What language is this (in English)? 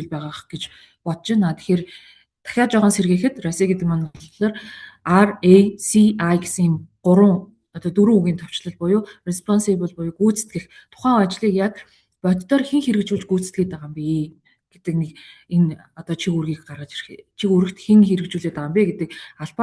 Mongolian